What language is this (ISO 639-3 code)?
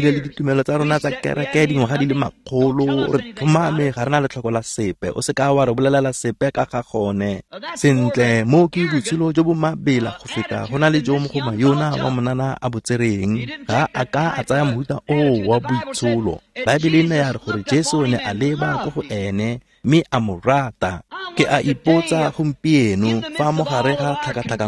tsn